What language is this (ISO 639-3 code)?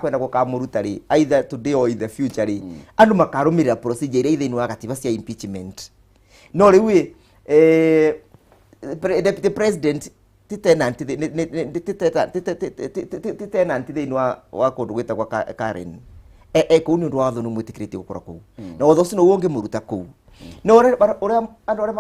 kik